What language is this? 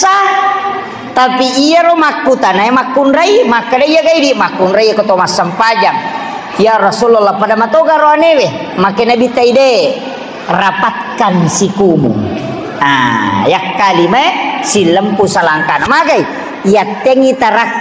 Buginese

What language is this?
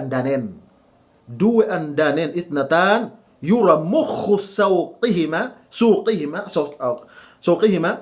Yakan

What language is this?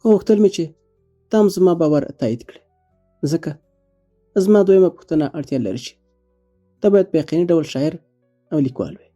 Pashto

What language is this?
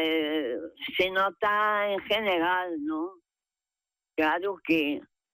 Galician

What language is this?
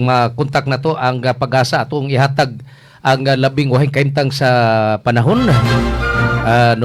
Cebuano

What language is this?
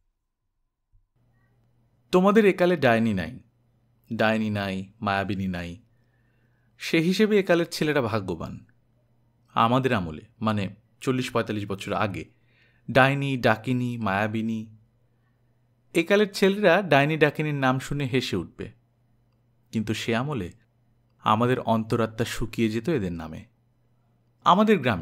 Bangla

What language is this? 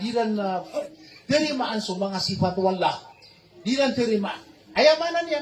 Maranao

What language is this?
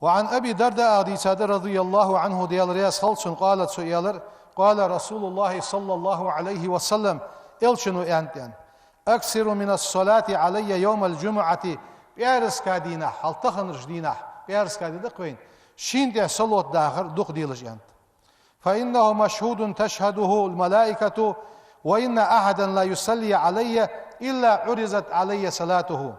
Ingush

